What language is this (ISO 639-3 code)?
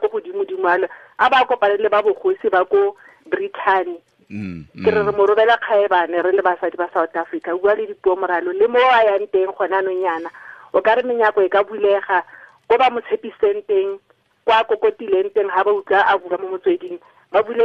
tsn